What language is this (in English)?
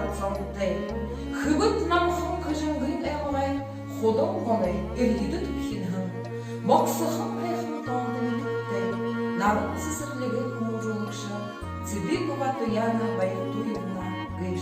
Buriat